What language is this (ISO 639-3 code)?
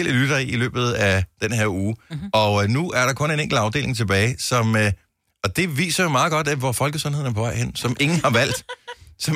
dan